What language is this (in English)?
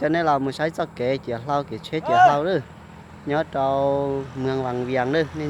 Hmong